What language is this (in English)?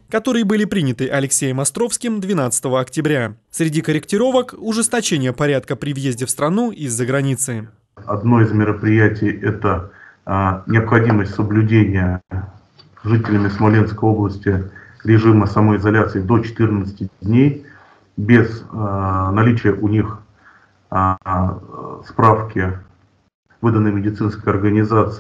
Russian